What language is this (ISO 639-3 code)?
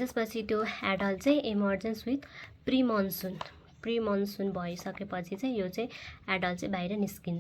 nep